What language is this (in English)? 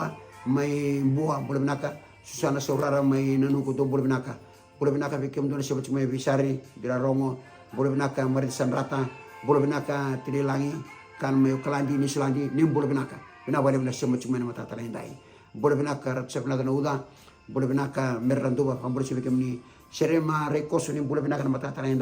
Fijian